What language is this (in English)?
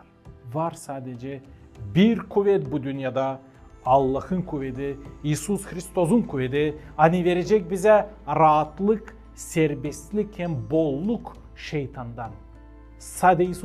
Gagauz